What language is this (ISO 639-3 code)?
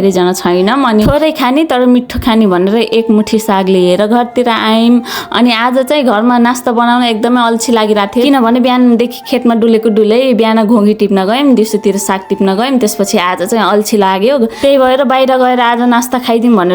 nep